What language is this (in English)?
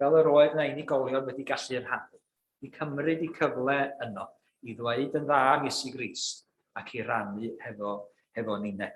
Welsh